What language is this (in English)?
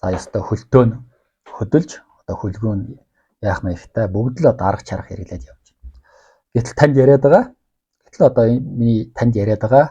Mongolian